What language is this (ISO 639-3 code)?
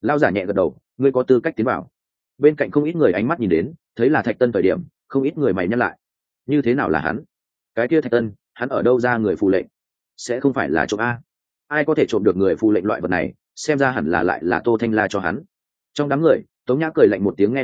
vie